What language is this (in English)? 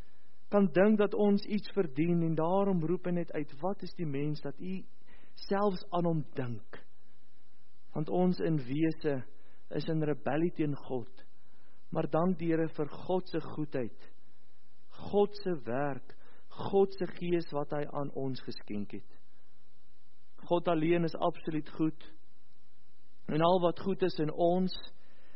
Afrikaans